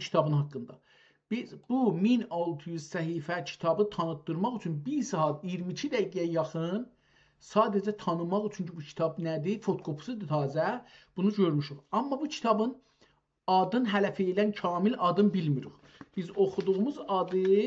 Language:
South Azerbaijani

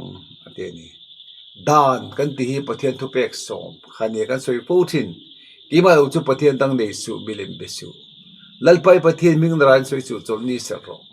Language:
Mizo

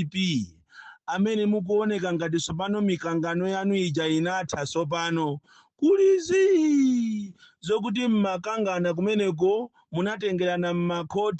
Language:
Nyanja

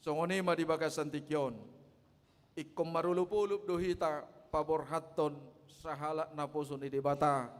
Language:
Batak Toba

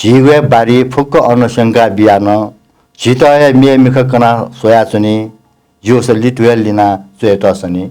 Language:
Newari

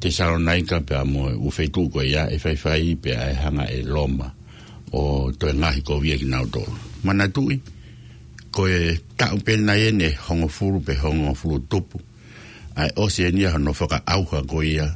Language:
Tongan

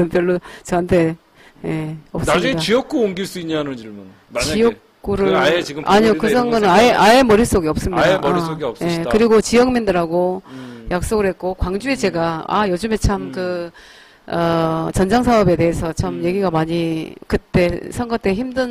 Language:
Korean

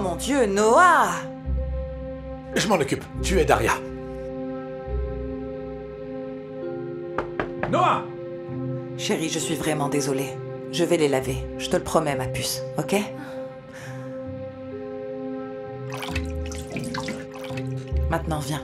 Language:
French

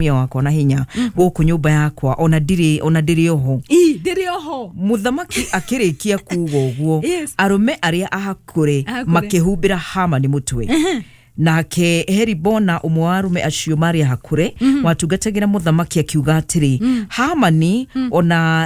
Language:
Kikuyu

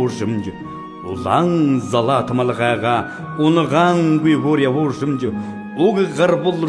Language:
Buriat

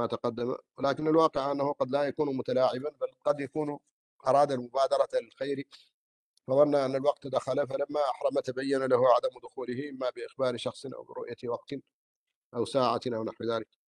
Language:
Arabic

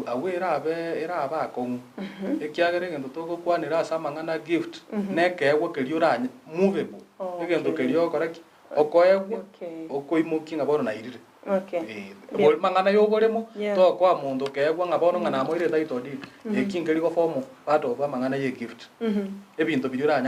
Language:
Gusii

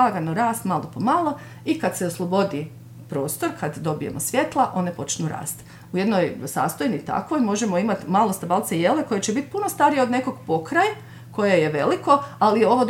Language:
Croatian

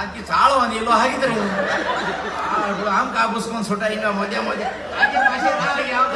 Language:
Konkani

